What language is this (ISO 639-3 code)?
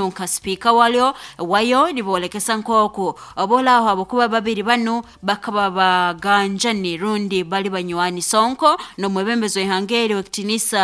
nyo